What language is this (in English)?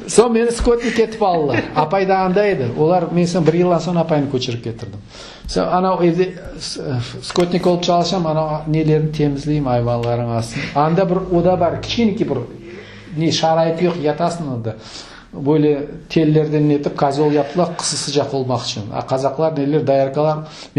Crimean Tatar